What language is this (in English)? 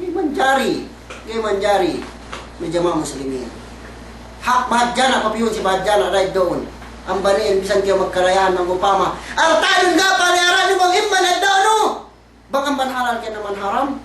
Yakan